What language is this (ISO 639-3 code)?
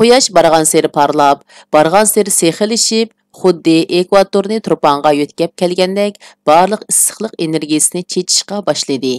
uig